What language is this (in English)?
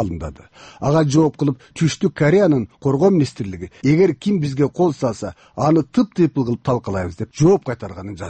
Kyrgyz